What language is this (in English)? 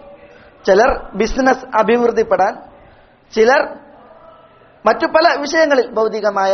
Malayalam